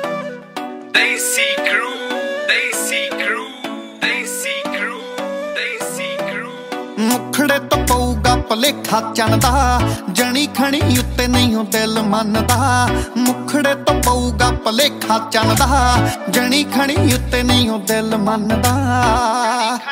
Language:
Punjabi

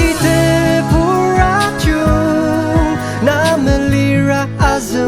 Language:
Ao Naga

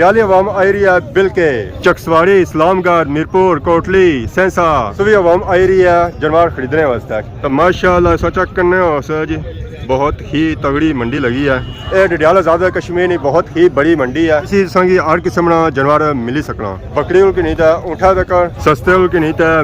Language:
Pahari-Potwari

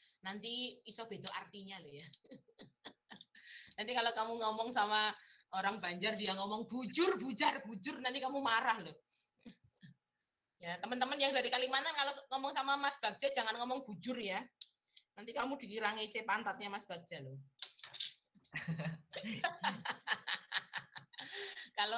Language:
Indonesian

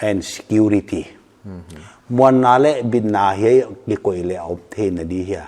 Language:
Paite Chin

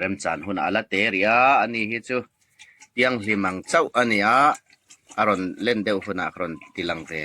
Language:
Hmar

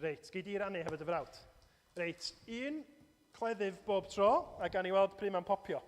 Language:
Welsh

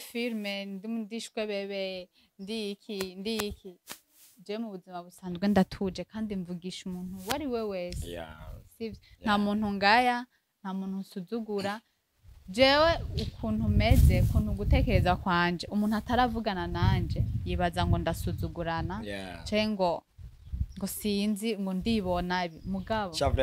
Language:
Rundi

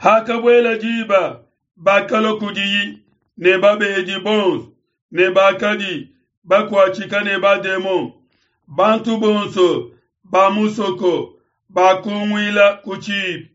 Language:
Luba-Lulua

